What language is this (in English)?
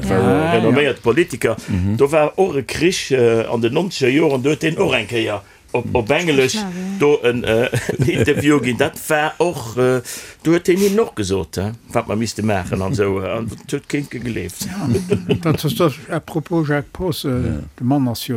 Luxembourgish